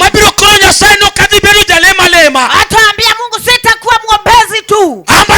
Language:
Luo (Kenya and Tanzania)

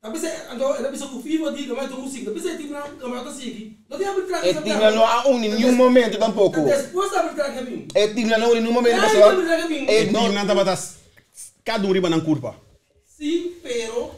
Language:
Papiamento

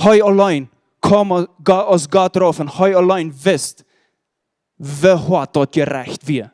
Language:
Plautdietsch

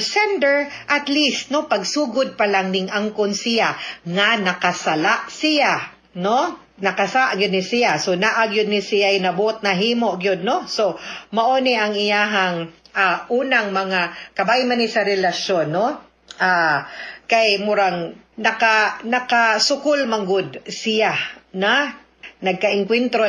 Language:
Cebuano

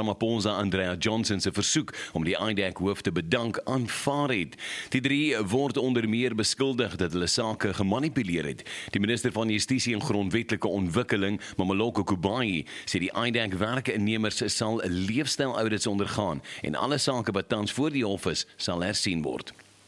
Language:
Afrikaans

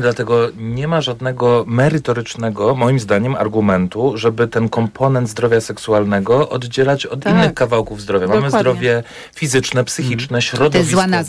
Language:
Polish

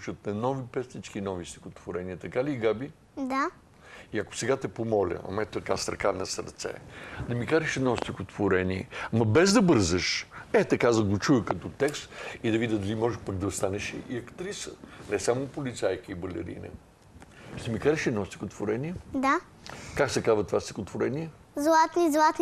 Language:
Bulgarian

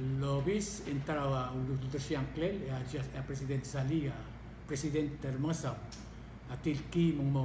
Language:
Palauan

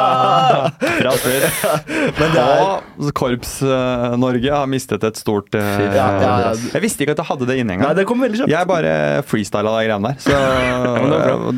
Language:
Norwegian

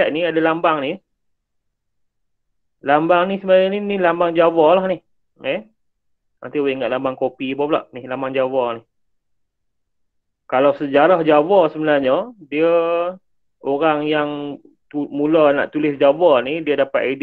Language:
Malay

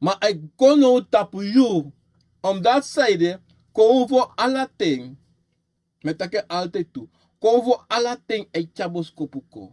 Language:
Sranan Tongo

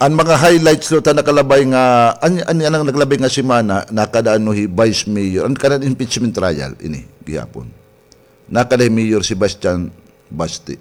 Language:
Waray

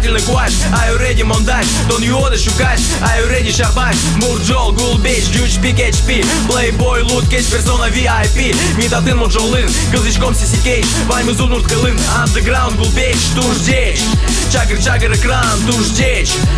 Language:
Udmurt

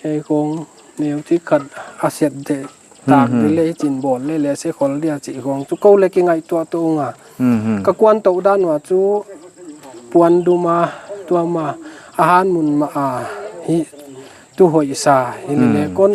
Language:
Paite Chin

